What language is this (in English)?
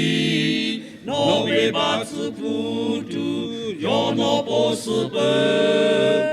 Lahu